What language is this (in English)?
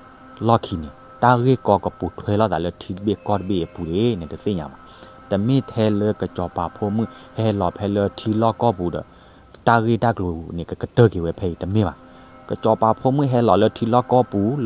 S'gaw Karen